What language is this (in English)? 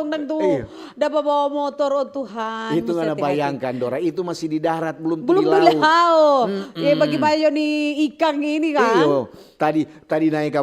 Manado Malay